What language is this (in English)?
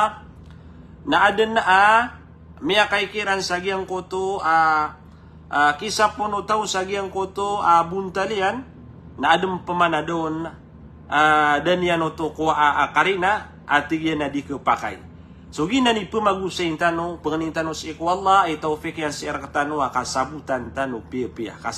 Maranao